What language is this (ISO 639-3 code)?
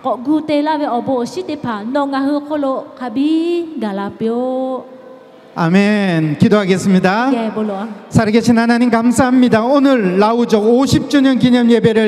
lhu